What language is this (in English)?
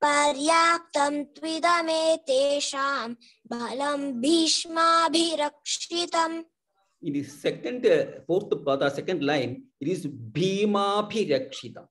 Sanskrit